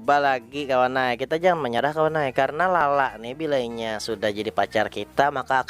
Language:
Banjar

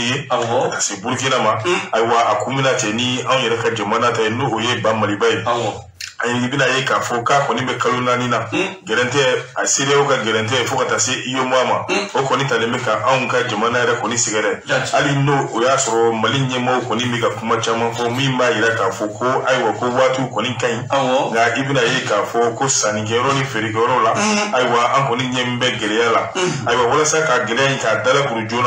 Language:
Bambara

